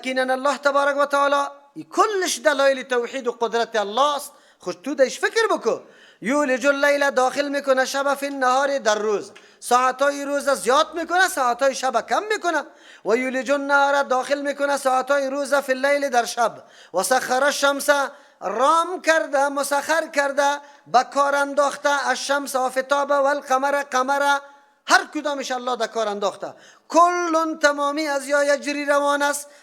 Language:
Persian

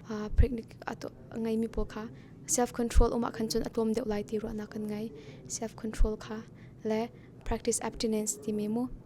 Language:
Hakha Chin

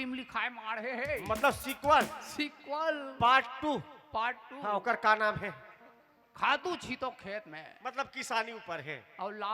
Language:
Chhattisgarhi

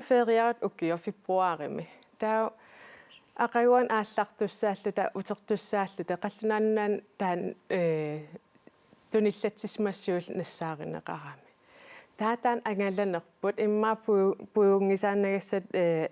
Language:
Kalaallisut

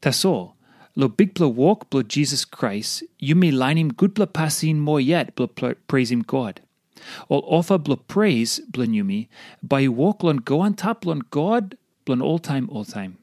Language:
Tok Pisin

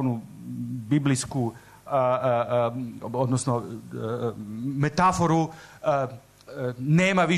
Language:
Serbian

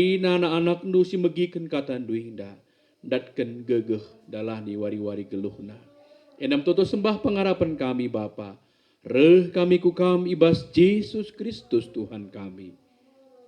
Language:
Batak Karo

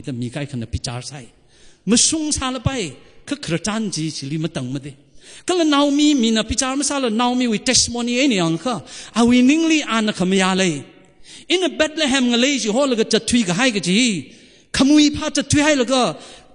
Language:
Tangkhul Naga (India)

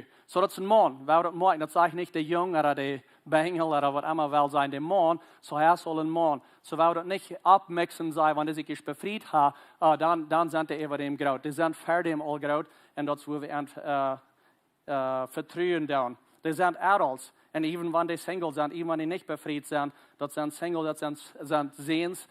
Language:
Plautdietsch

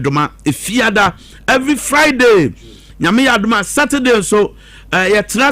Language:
Akan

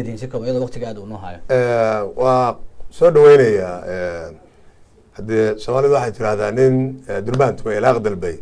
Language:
Somali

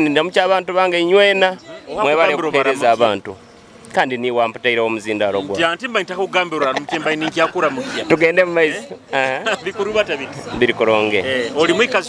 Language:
Nyoro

